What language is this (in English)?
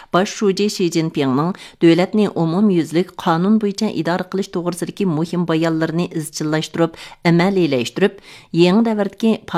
Uyghur